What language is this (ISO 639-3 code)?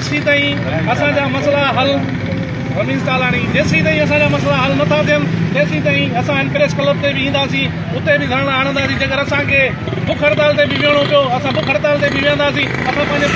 snd